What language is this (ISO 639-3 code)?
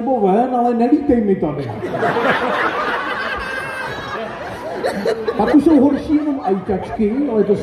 ces